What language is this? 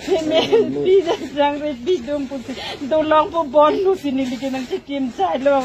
Karbi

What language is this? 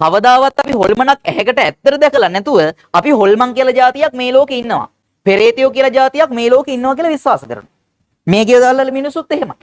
Sinhala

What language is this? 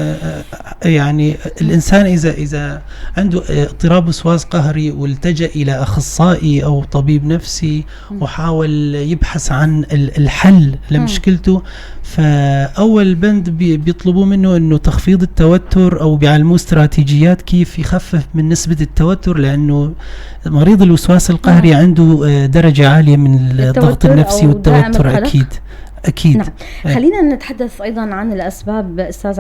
North Levantine Arabic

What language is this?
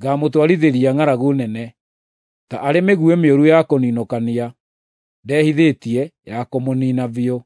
Kikuyu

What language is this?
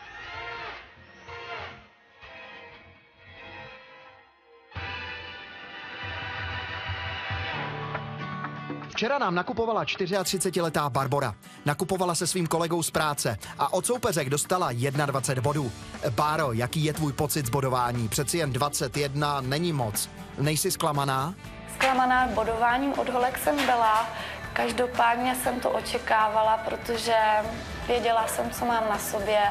Czech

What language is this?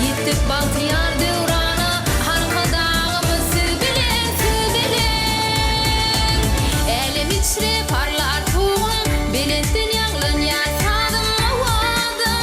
Turkmen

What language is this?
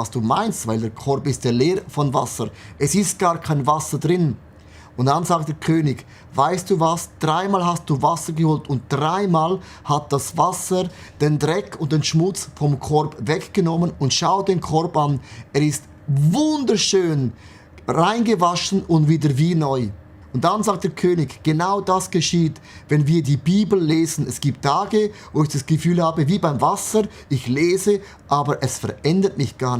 Swiss German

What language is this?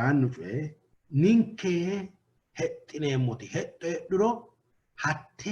Sidamo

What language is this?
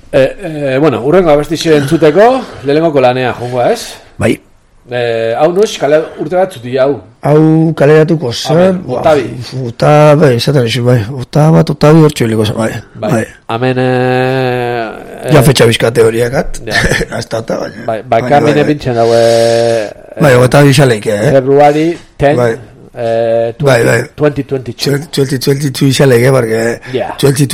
Basque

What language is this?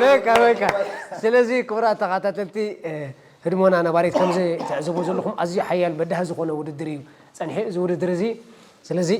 Tigrinya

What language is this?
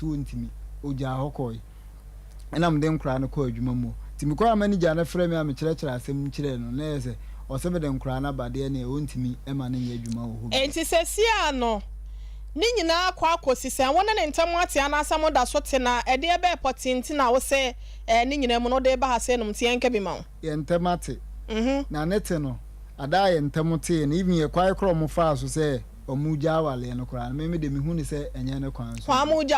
Akan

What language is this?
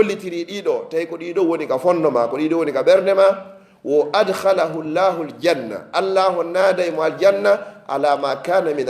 Fula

